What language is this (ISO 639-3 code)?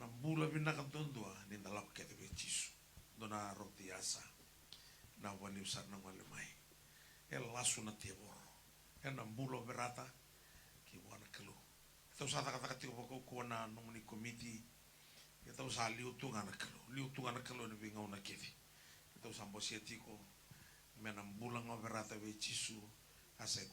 fij